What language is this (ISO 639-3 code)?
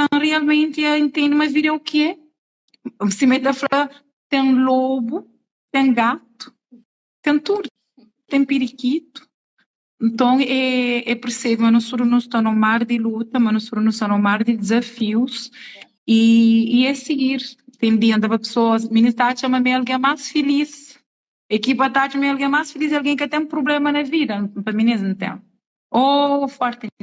kea